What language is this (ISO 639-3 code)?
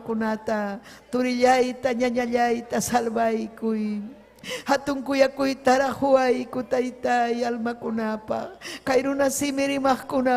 quy